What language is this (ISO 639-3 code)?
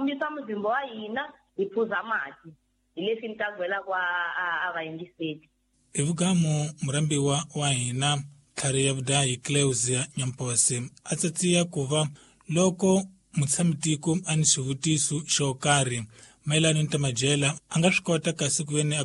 tso